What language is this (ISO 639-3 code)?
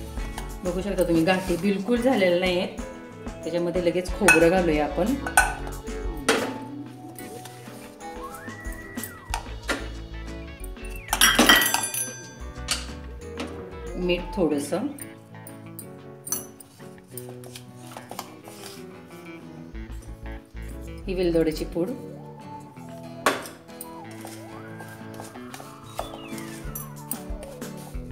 mar